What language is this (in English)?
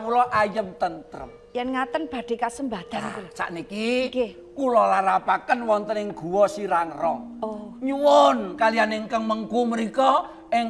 Javanese